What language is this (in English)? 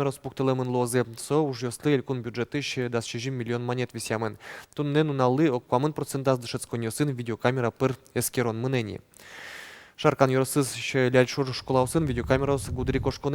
Udmurt